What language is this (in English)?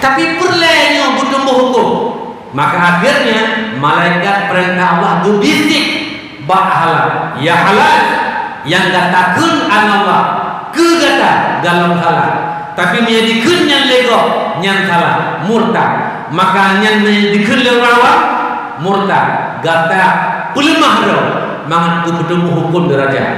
Achinese